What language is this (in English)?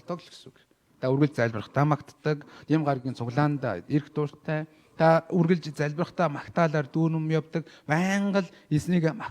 Mongolian